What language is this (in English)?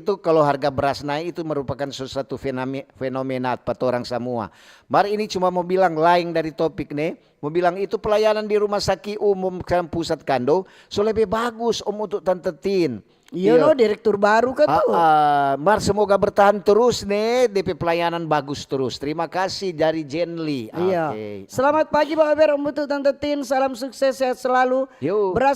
Manado Malay